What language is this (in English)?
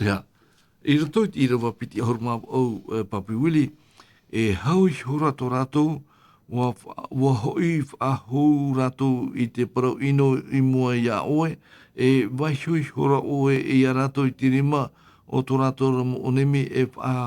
Tahitian